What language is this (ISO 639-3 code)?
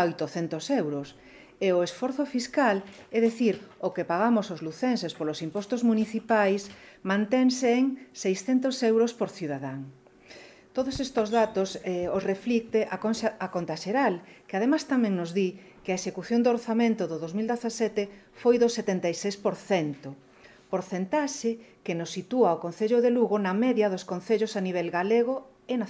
glg